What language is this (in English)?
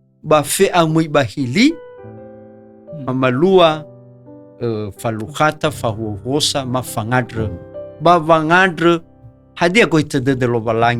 Nias